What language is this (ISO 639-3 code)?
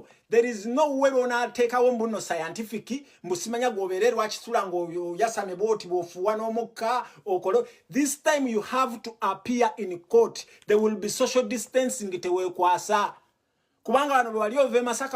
lug